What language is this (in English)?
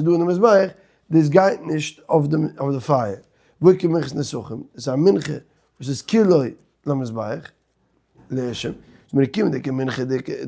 Yiddish